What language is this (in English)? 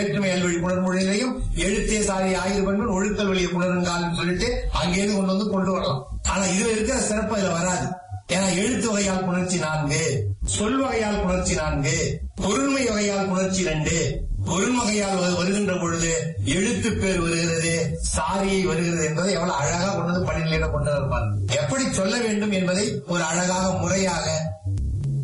Tamil